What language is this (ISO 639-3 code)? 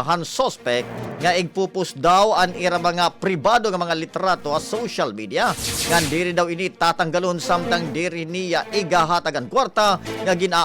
war